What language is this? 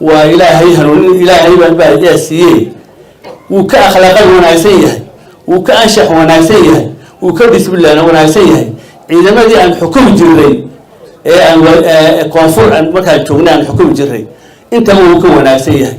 Somali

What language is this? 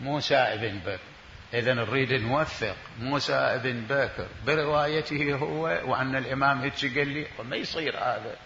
Mesopotamian Arabic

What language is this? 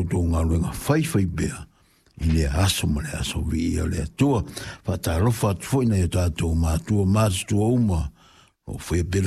Samoan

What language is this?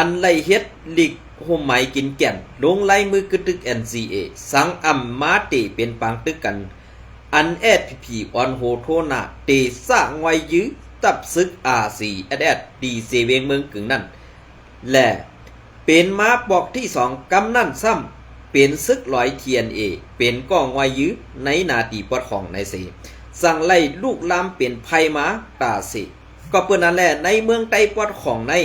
Shan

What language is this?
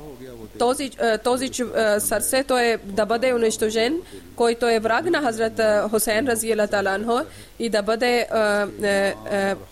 Bulgarian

